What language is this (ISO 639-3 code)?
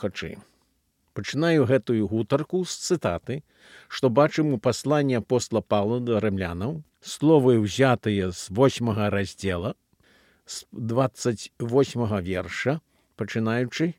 bel